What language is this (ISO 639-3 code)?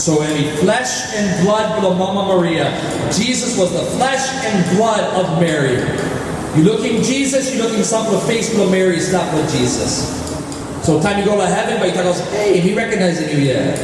tpi